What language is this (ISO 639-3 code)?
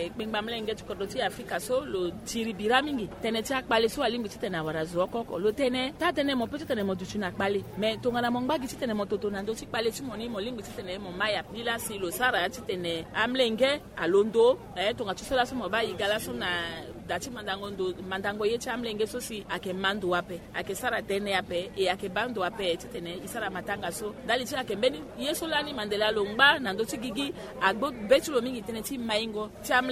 sag